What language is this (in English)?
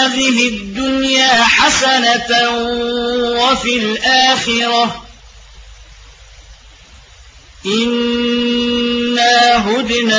Arabic